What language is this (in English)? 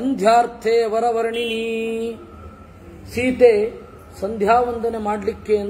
Kannada